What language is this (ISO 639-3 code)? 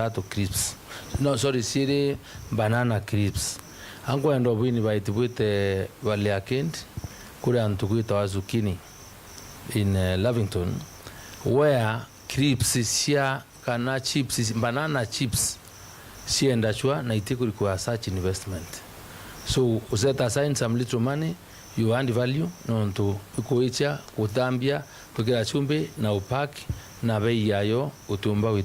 mer